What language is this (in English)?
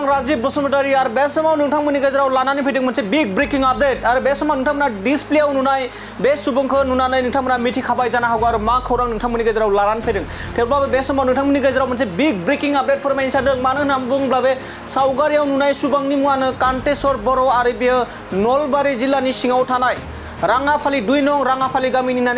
Bodo